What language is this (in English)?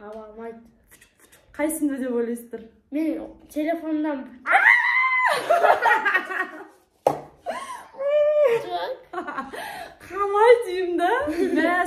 Kazakh